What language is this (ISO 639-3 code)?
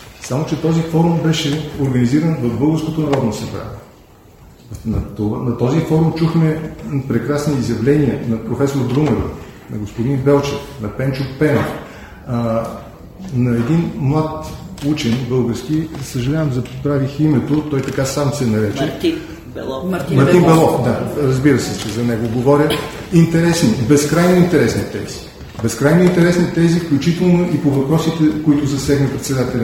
bul